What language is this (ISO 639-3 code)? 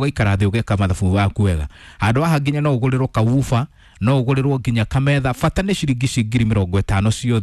kik